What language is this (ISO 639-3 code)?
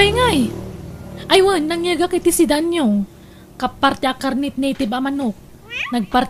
ilo